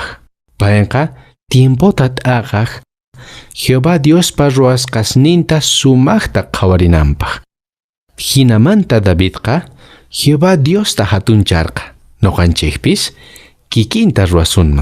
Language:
Quechua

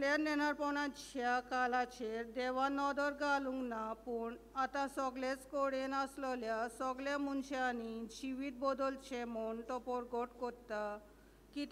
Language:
Konkani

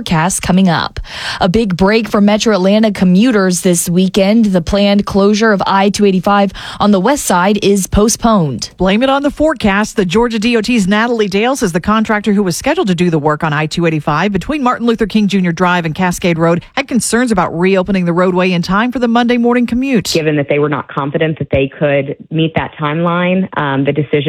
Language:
English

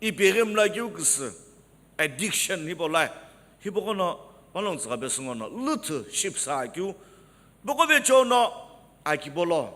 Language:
Sumi Naga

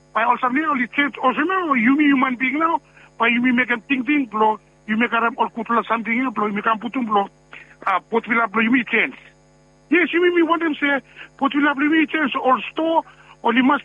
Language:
Bislama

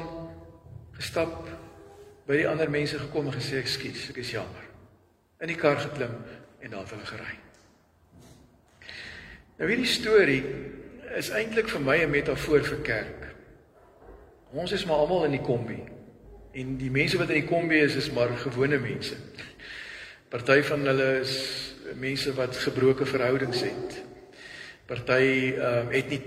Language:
Afrikaans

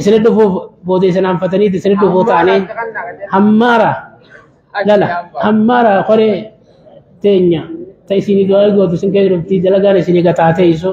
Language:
Oromo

